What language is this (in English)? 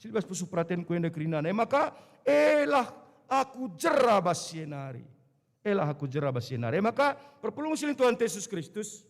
Batak Karo